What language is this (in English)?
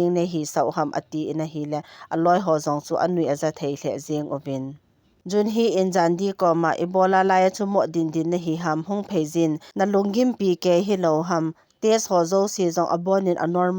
Thado Chin